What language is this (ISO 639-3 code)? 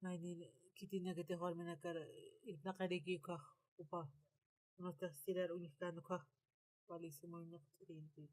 aym